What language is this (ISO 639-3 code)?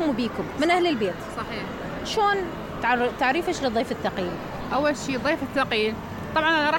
acm